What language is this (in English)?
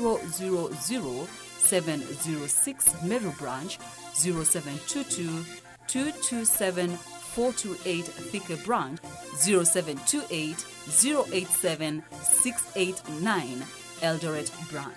Kamba